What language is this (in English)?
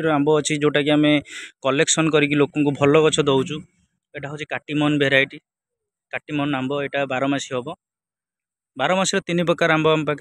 Odia